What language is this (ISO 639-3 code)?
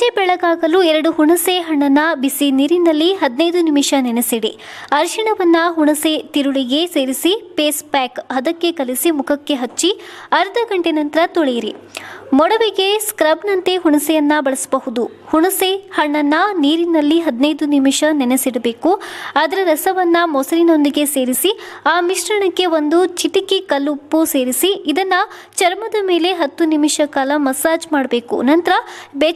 kan